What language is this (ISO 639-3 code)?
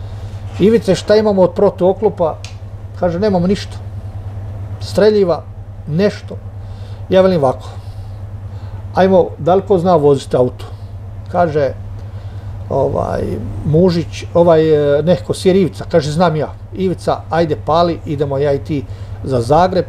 hrv